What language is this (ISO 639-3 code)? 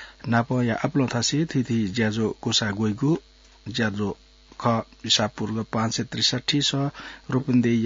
new